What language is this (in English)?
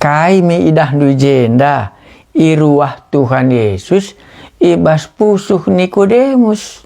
Batak Karo